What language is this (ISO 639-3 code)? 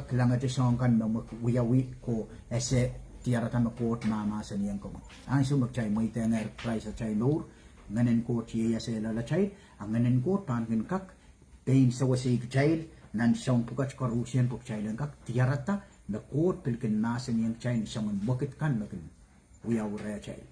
pon